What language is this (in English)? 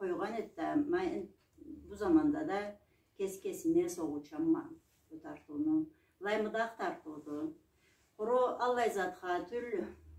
Karachay-Balkar